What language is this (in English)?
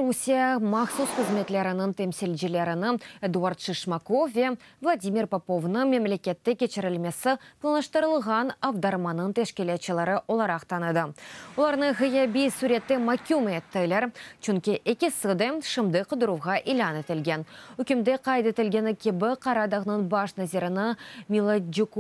Crimean Tatar